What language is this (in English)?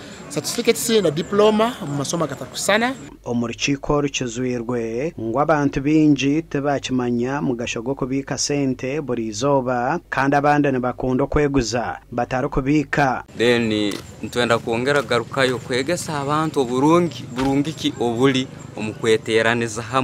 Nyankole